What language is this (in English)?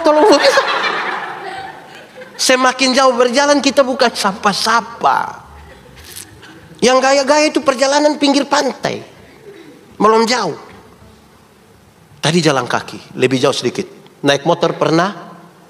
Indonesian